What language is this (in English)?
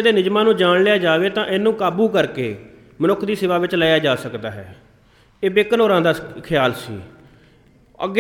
Punjabi